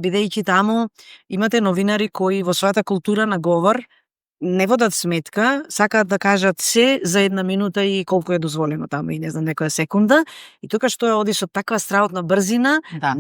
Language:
Macedonian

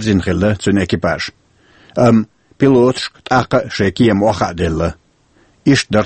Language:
Chechen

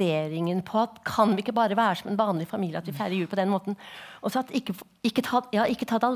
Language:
Norwegian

